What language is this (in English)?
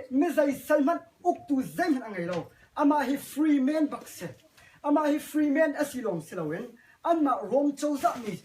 Hakha Chin